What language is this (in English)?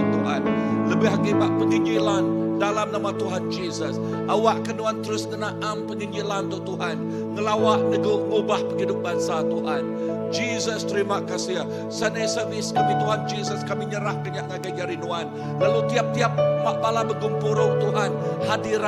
Iban